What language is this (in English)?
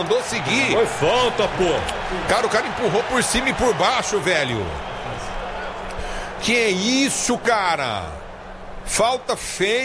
Portuguese